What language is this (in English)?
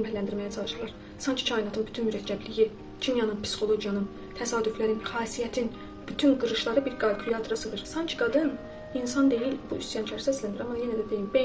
Azerbaijani